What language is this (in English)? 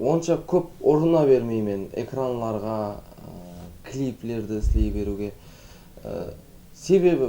Kara-Kalpak